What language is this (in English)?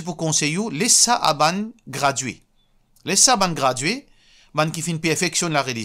Morisyen